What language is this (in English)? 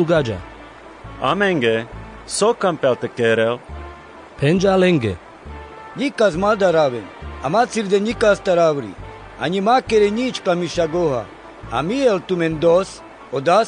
Carpathian Romani